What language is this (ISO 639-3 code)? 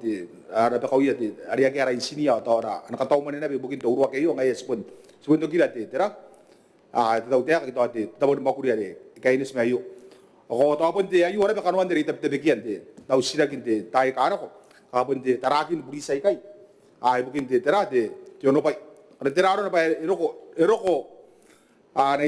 gil